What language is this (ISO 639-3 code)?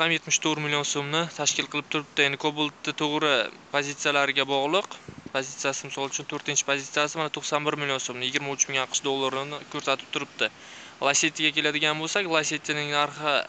uzb